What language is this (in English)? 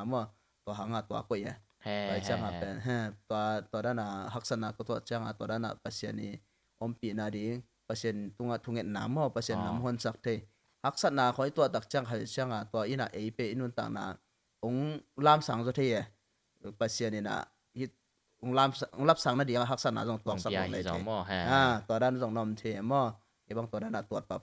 Tedim Chin